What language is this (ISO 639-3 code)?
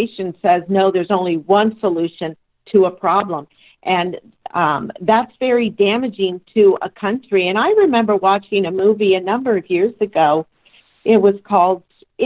eng